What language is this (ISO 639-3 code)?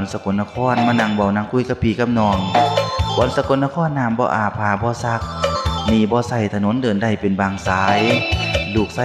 tts